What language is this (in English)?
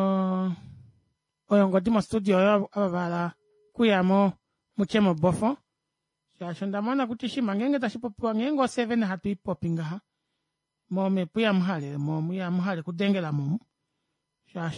Kuanyama